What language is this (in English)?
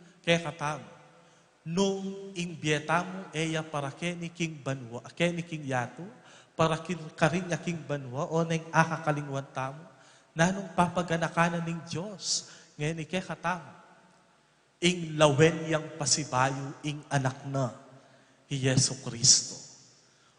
Pampanga